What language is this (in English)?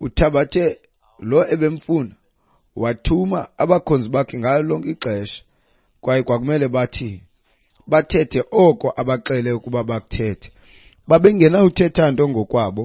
Xhosa